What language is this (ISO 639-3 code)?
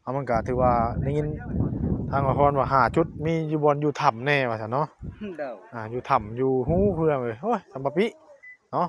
tts